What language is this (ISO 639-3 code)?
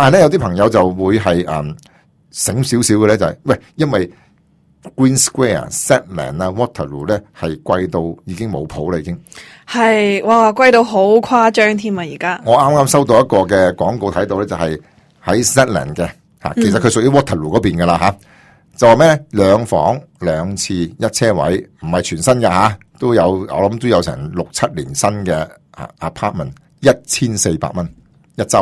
yue